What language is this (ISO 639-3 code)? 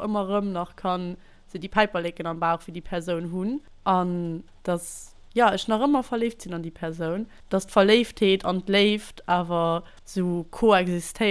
ltz